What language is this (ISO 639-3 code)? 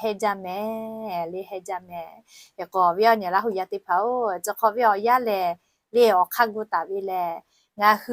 lhu